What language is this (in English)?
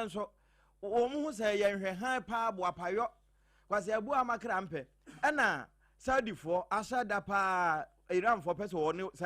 Akan